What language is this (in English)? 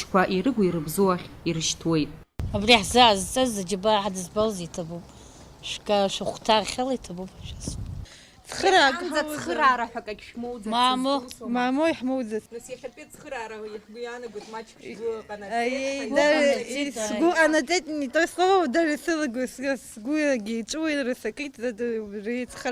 Abkhazian